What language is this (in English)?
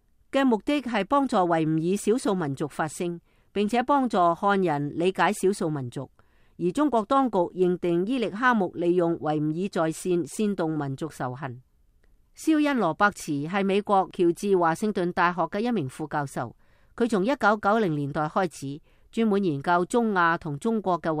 Cantonese